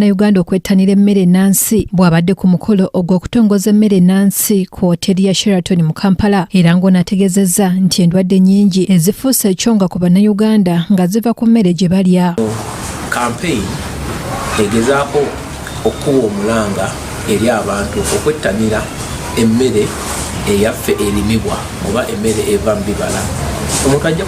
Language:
Ganda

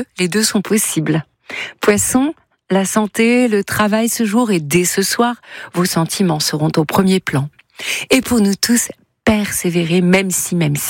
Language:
French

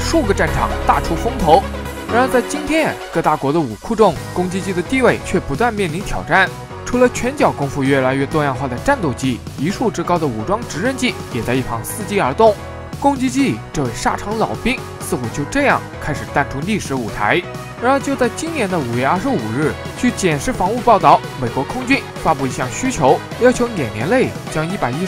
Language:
Chinese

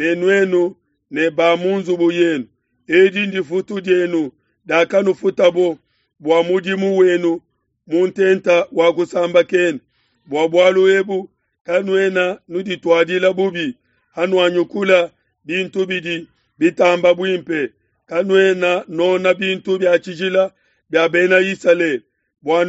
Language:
Luba-Lulua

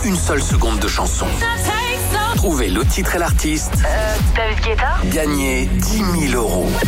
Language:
French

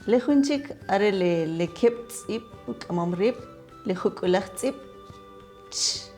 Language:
Kʼicheʼ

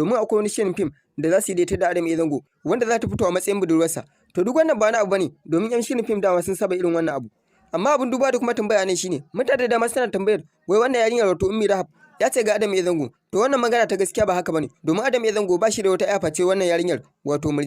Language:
Hausa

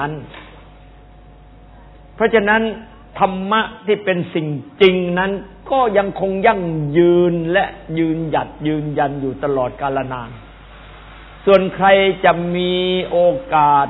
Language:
Thai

